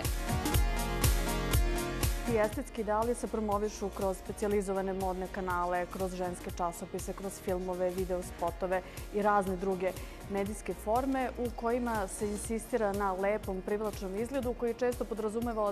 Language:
Serbian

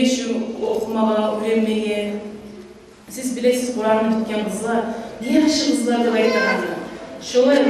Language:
Kumyk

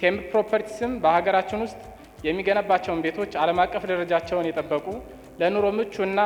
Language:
Amharic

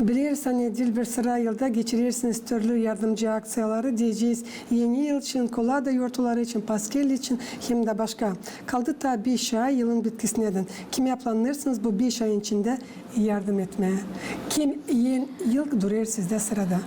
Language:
Gagauz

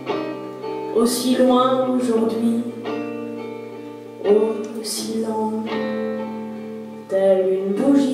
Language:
French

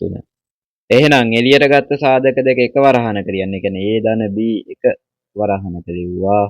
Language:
Sinhala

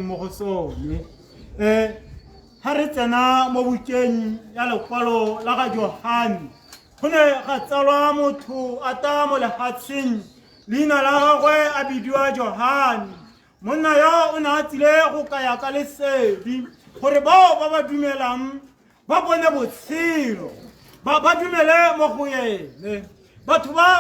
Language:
Tswana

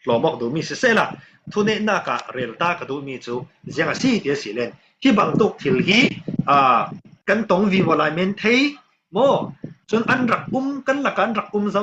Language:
Falam Chin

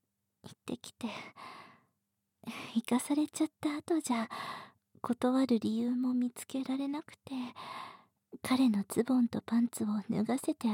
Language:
Japanese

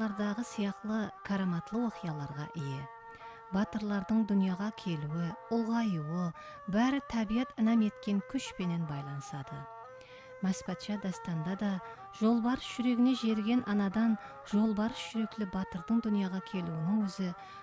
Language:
Kara-Kalpak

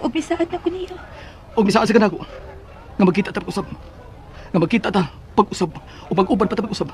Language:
Cebuano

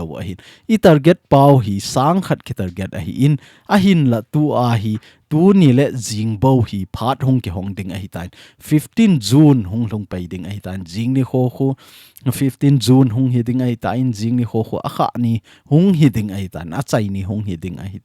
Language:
Thado Chin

